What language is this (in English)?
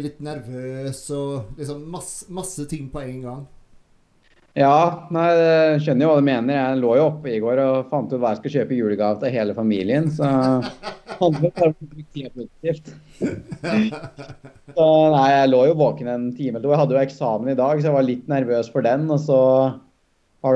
Norwegian